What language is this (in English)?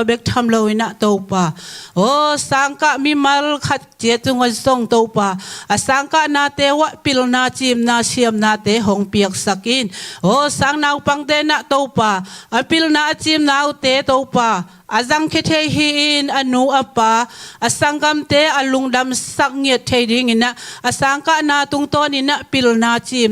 Tedim Chin